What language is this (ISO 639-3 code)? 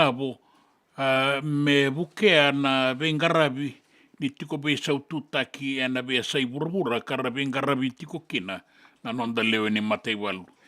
fij